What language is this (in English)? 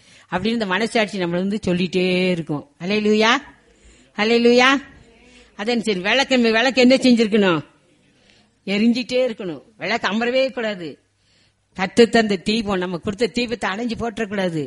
Tamil